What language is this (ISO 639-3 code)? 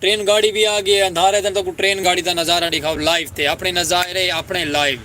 skr